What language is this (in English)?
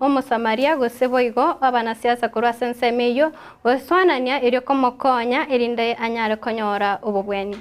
Gusii